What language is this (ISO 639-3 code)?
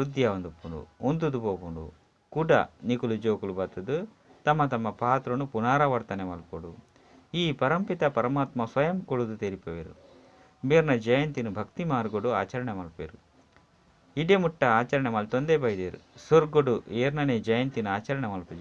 tcy